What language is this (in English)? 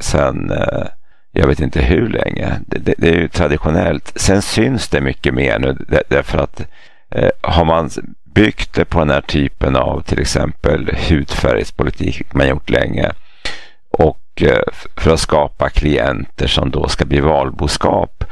Swedish